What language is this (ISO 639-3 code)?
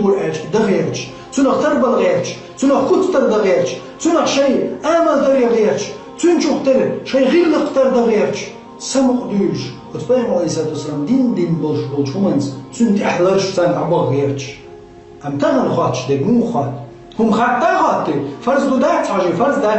che